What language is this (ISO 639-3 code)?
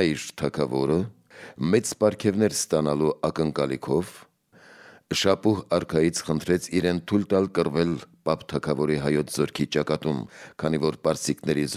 hye